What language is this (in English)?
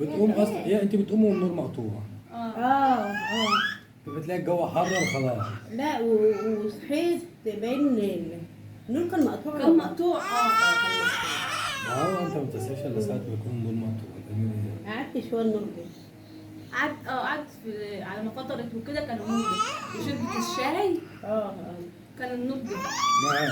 Egyptian Arabic